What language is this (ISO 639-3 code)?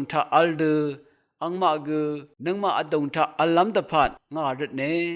raw